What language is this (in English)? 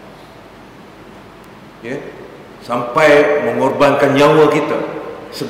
Malay